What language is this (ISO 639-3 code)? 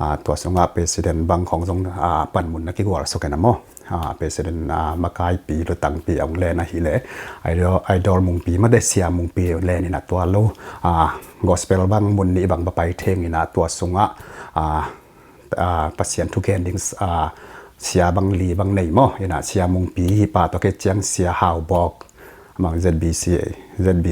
ctd